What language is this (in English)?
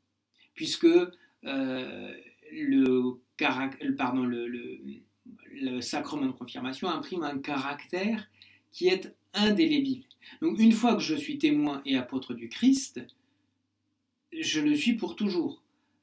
French